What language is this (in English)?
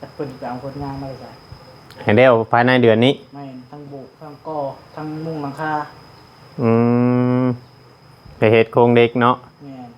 Northeastern Thai